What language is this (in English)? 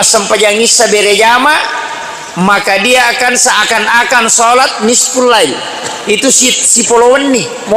Buginese